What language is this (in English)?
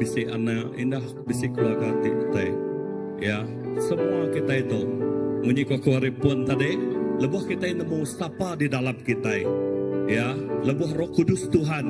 Iban